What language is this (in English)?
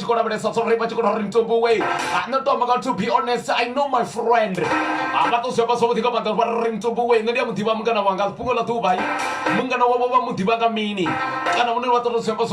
Venda